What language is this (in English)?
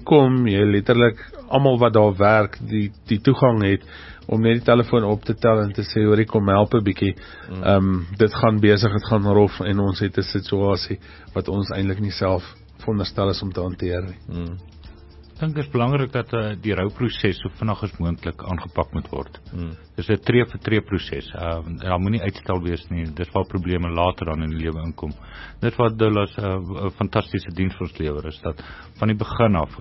Afrikaans